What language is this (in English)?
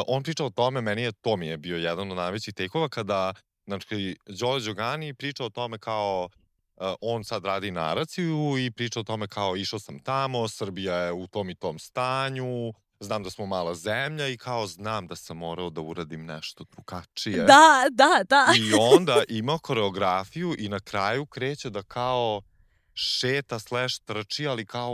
Serbian